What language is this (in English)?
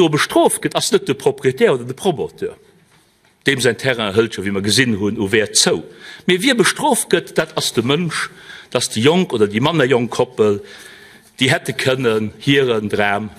Luxembourgish